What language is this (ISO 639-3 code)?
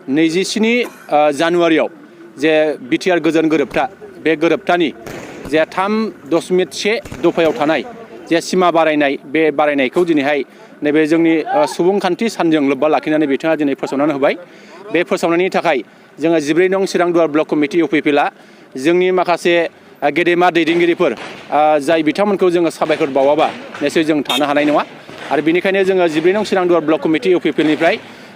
brx